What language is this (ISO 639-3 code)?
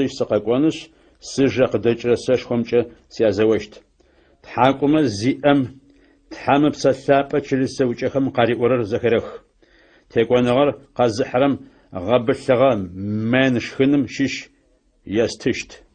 ady